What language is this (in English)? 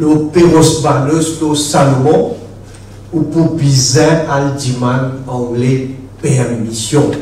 Morisyen